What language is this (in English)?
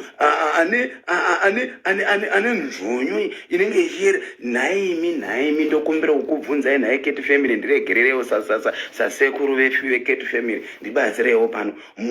Shona